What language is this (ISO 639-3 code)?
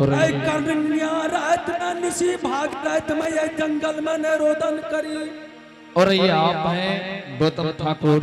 anp